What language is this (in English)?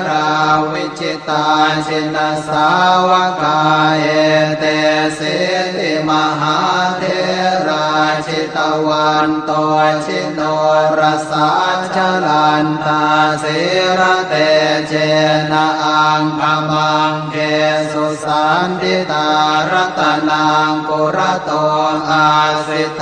Pali